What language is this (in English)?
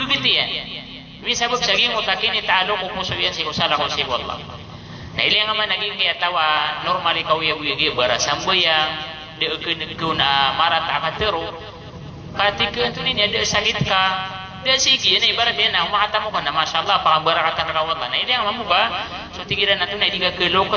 Maranao